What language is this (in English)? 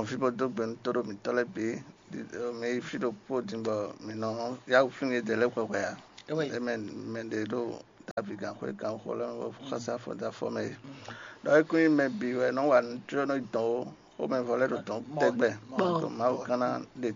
Fon